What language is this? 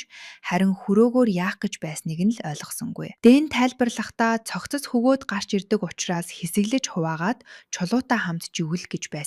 Mongolian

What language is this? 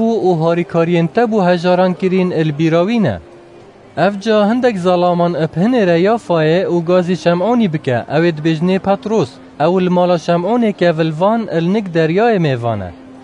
Kurdish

